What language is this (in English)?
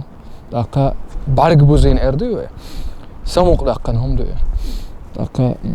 Chechen